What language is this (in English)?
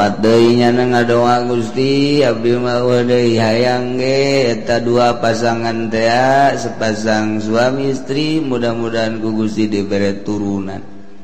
Sundanese